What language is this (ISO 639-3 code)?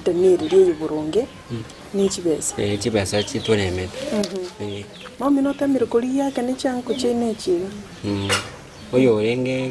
guz